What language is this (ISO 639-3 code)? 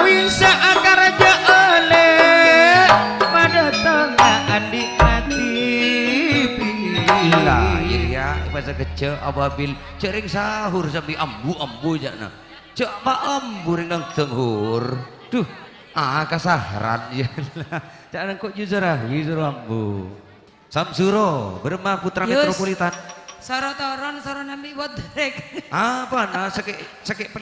mad